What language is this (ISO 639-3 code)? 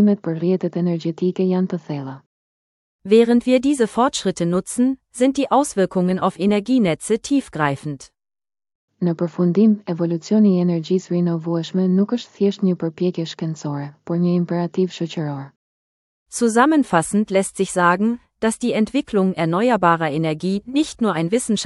sqi